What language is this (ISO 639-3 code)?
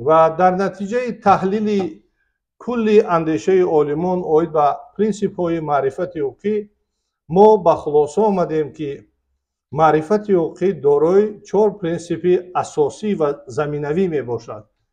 tgk